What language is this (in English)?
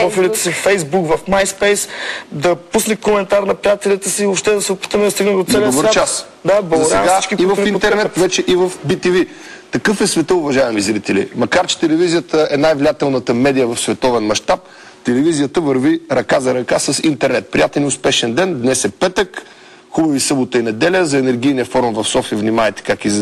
Bulgarian